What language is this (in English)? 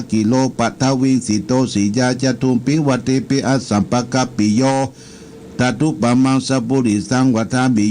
Pali